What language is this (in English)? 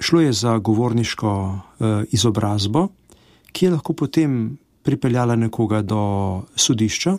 Slovenian